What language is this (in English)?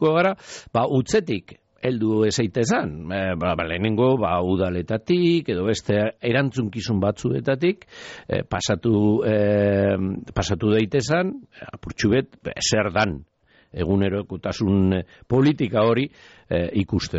Basque